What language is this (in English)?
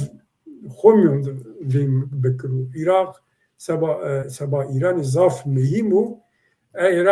Zaza